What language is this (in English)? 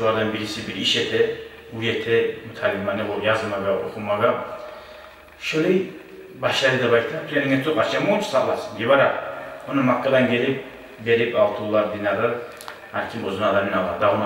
Kumyk